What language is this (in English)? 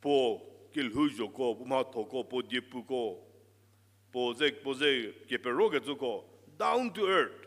Angami Naga